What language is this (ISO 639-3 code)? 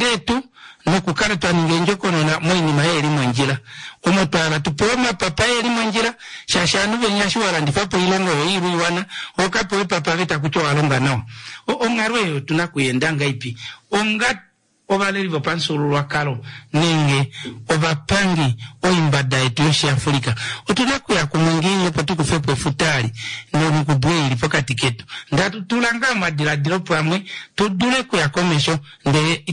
kua